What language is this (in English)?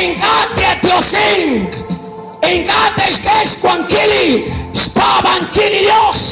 Kekchí